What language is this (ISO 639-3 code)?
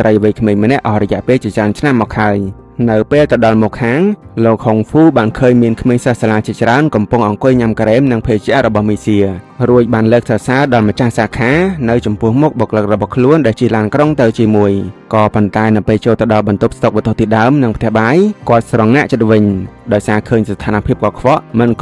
khm